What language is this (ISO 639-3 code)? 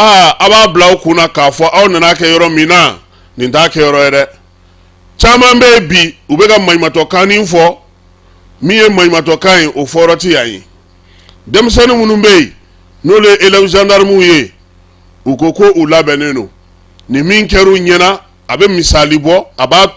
bam